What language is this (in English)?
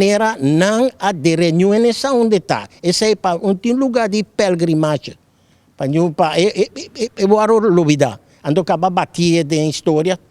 Papiamento